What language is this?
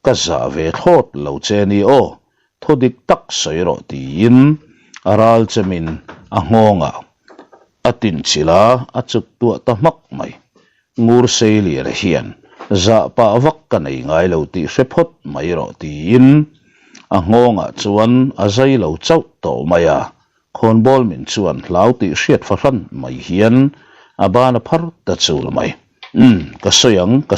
Mizo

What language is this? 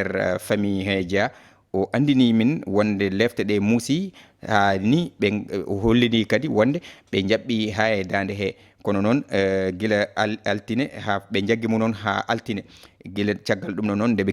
Fula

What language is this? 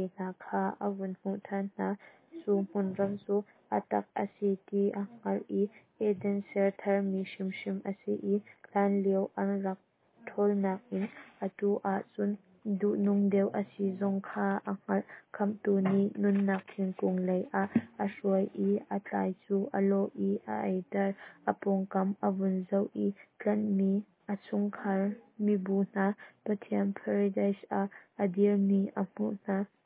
Hakha Chin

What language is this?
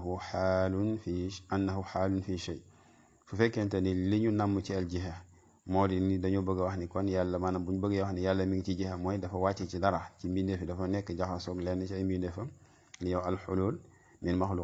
Wolof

